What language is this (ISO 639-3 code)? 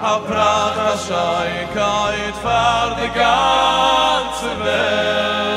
yid